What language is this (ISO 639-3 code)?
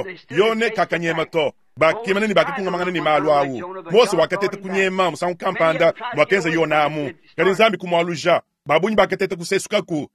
lua